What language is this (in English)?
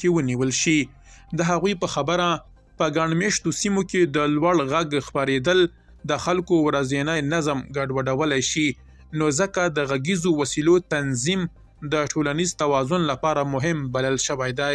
Pashto